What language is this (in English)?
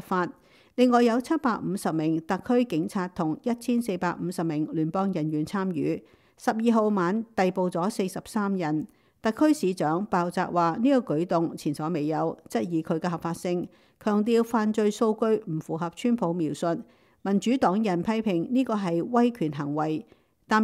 Cantonese